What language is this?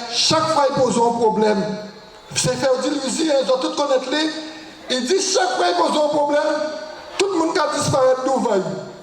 Guadeloupean Creole French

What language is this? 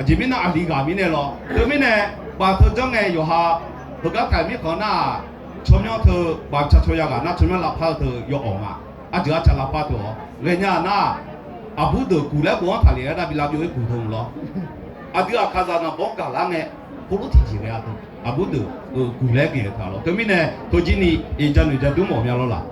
Akha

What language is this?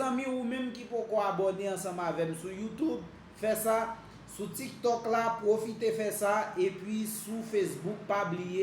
Haitian Creole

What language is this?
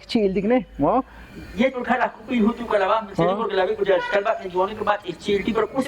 Tzotzil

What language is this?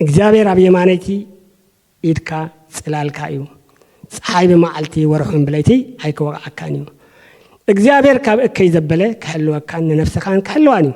Tigrinya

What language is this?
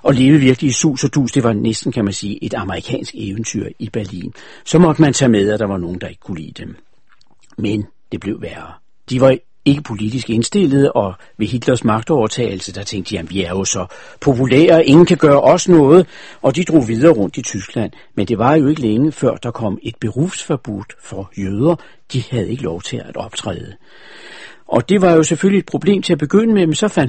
Danish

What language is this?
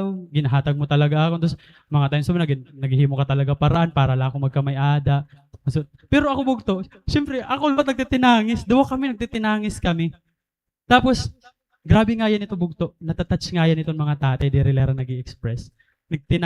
Waray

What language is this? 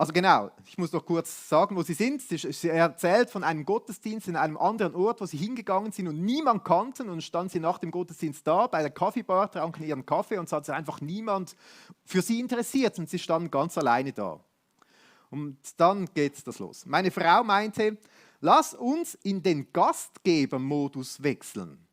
Swiss German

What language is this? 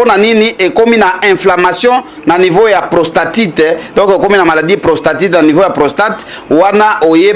Lingala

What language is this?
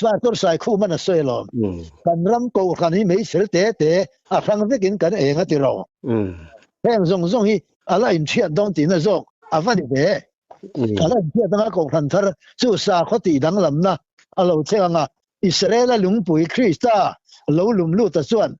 Mizo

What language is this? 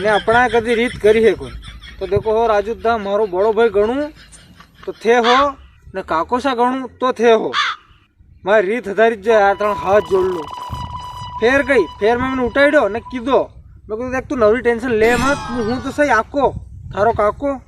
Rajasthani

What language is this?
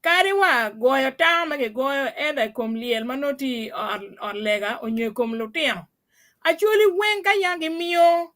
Acoli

